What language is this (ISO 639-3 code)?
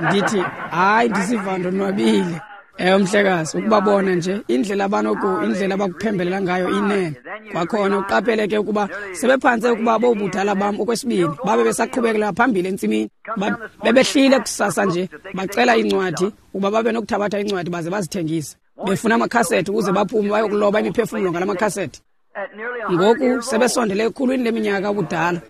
xho